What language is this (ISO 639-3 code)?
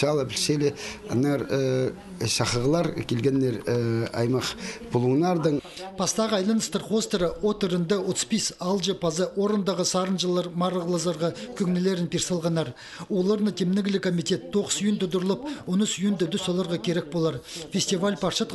kjh